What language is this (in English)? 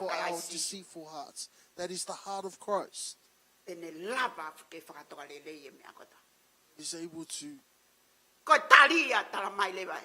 Tongan